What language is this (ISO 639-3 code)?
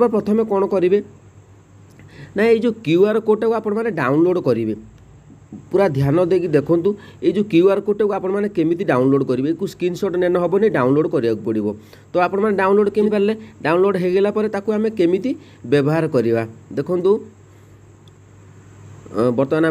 ori